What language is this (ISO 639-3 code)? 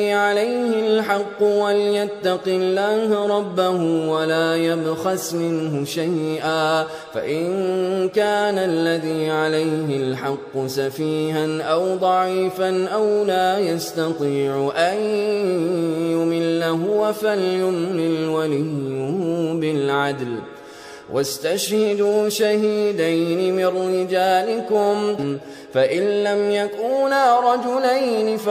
ara